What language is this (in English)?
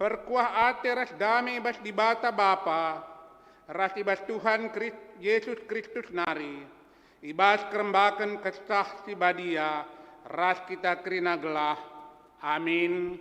Batak Karo